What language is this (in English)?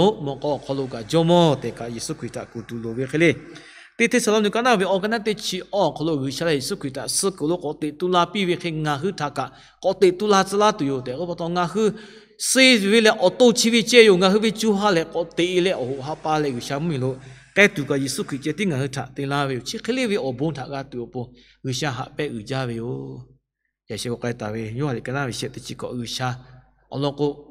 Lahu